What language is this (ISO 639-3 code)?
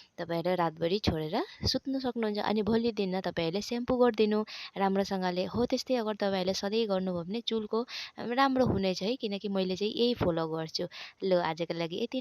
nep